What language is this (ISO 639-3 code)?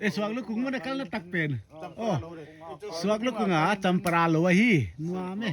pck